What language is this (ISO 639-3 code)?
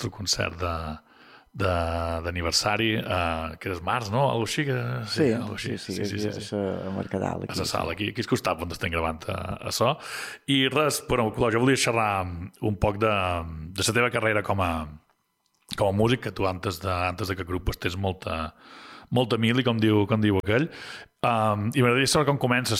cat